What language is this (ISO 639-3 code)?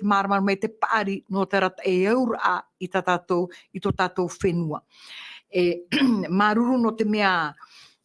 tah